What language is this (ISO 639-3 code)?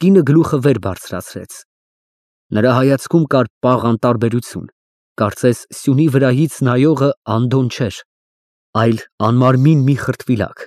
hye